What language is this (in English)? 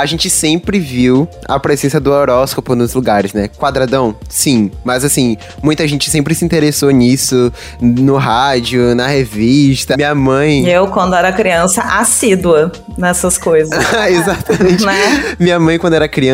Portuguese